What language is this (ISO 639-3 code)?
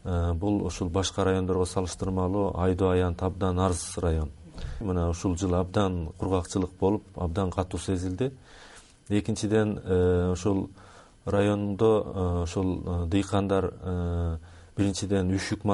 kir